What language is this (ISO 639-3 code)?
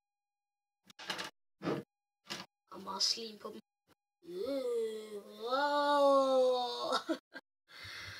dan